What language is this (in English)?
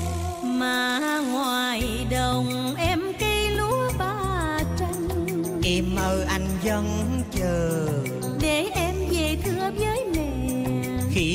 Vietnamese